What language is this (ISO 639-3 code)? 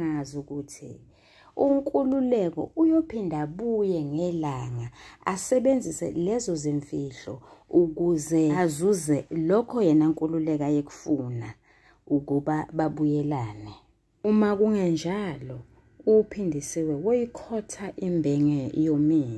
zul